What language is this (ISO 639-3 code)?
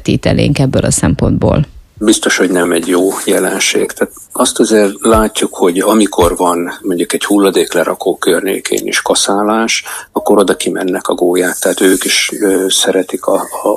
hun